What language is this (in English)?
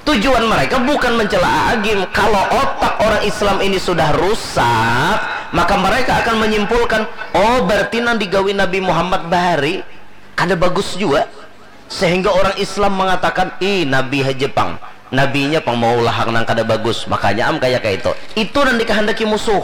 Banjar